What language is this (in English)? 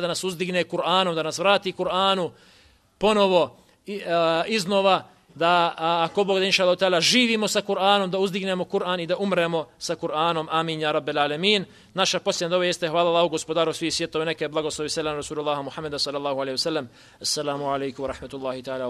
Bosnian